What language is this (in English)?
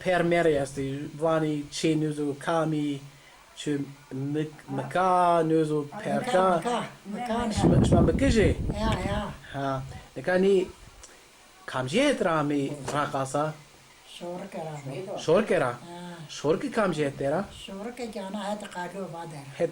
Zaza